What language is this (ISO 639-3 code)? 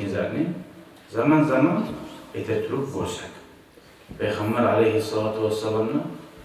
kum